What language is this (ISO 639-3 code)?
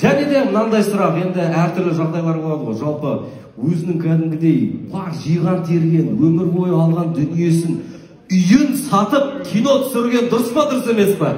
kaz